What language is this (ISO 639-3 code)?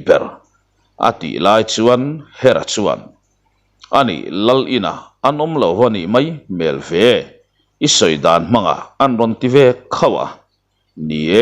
lus